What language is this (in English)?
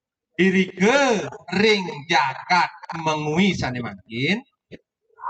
Balinese